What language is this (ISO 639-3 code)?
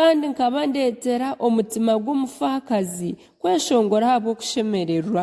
nyn